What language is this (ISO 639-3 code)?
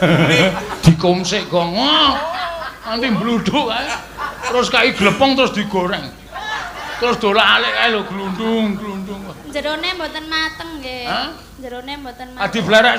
jav